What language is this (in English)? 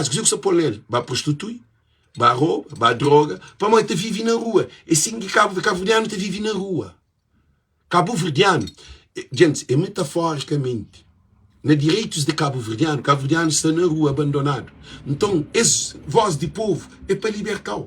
Kabuverdianu